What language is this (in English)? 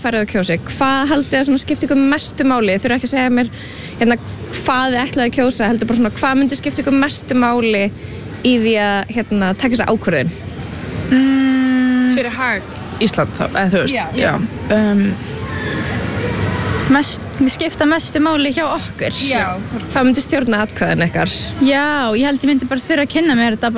Icelandic